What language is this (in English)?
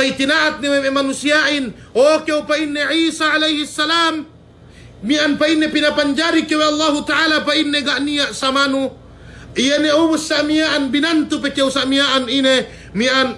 Yakan